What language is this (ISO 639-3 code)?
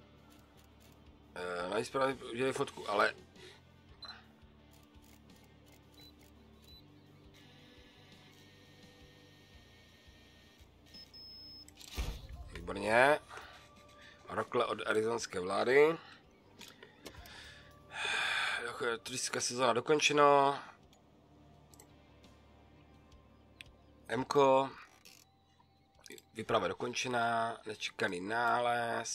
ces